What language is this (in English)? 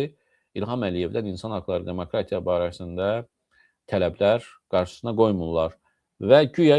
Azerbaijani